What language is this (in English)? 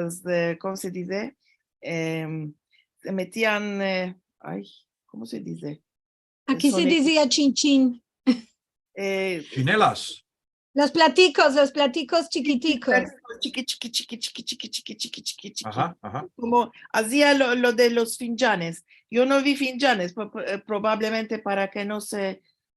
Ladino